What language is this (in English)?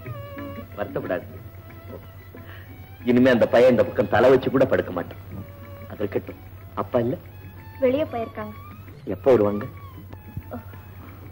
Tamil